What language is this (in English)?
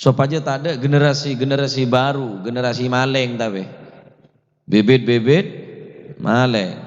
Madurese